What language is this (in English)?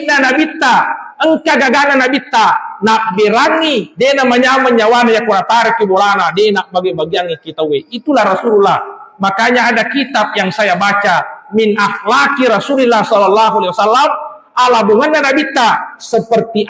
Buginese